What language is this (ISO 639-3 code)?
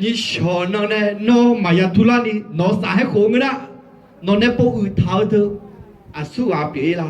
ahk